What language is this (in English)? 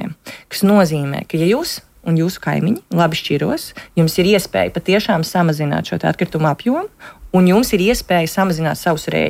Latvian